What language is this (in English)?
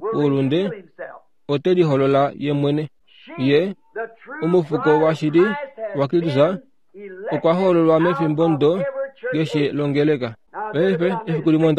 Kuanyama